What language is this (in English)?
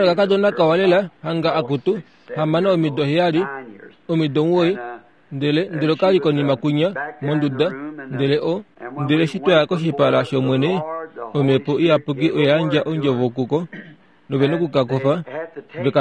Kuanyama